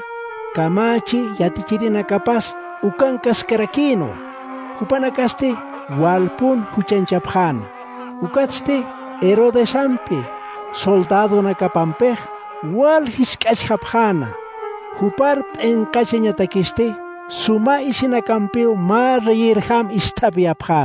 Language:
Aymara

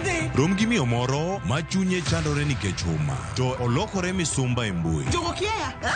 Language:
Luo (Kenya and Tanzania)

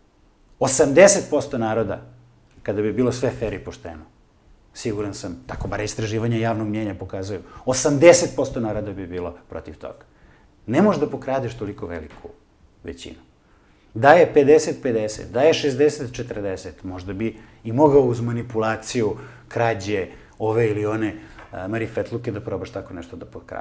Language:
Serbian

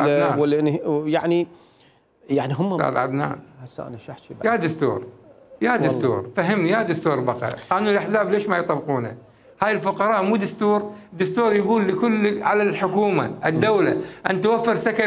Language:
Mesopotamian Arabic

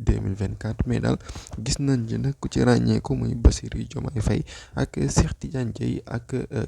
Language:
Wolof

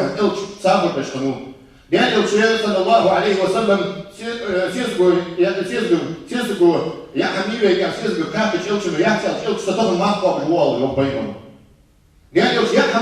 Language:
Ingush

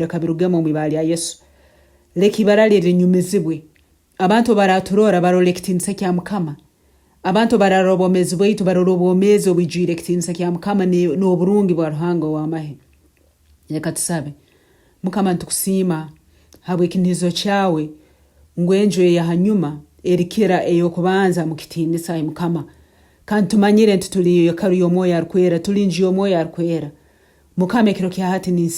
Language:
Nyankole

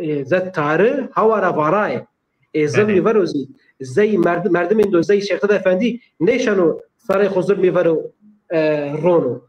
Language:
Zaza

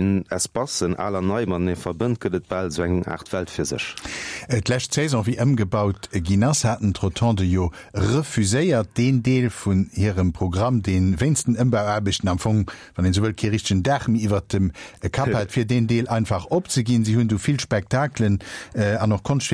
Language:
Luxembourgish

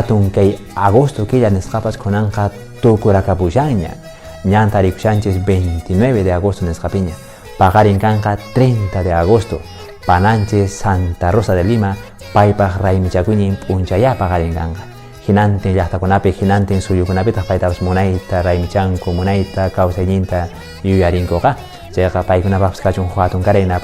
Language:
Quechua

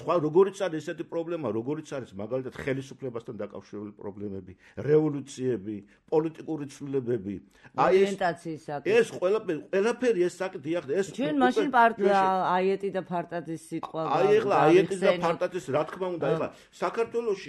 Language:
Georgian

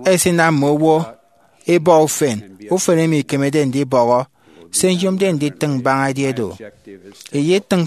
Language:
Efik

